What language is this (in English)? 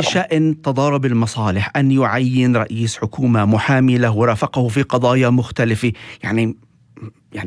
North Levantine Arabic